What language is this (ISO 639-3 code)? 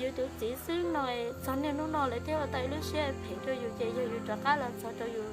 hmn